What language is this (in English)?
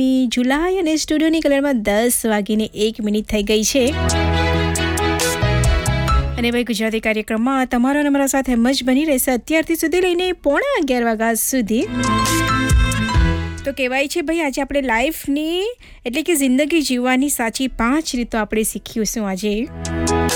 Gujarati